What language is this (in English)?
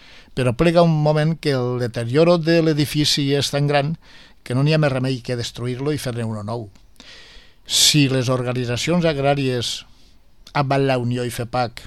Catalan